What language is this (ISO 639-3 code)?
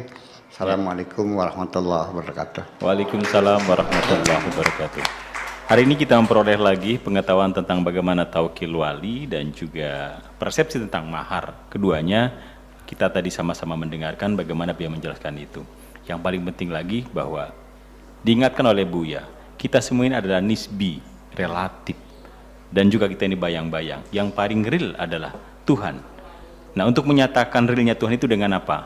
ind